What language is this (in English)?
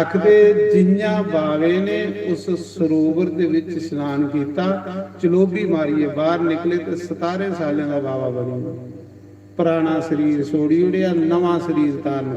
Dogri